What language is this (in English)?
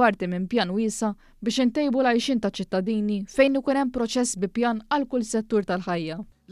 Maltese